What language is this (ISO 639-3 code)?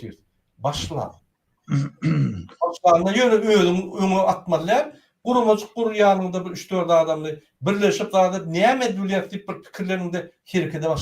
tuk